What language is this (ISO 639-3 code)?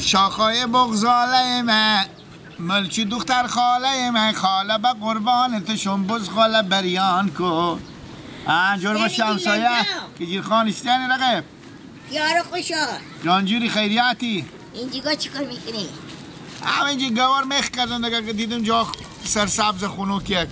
fas